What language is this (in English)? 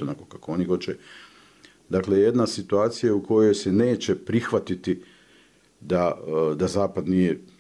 Bosnian